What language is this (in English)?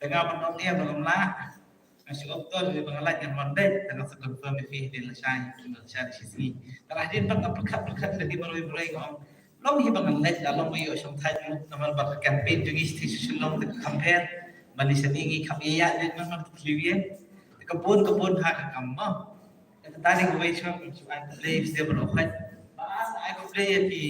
Khasi